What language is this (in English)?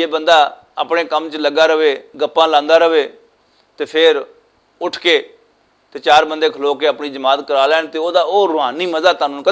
Western Panjabi